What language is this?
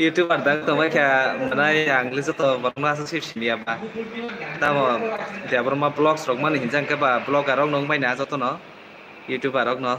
Kok Borok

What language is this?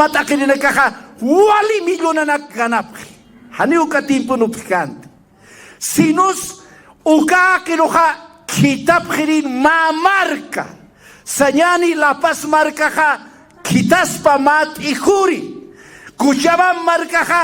Aymara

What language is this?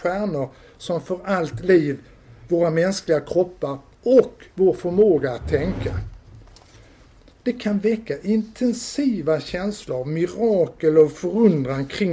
Swedish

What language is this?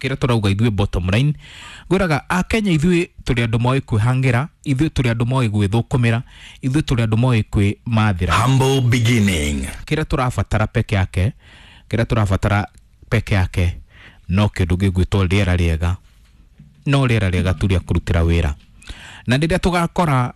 Kikuyu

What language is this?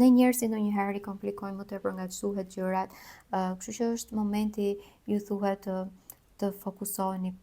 Albanian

